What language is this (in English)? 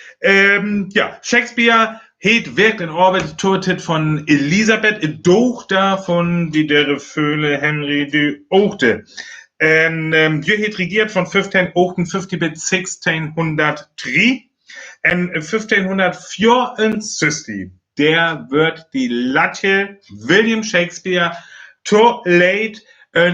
Northern Frisian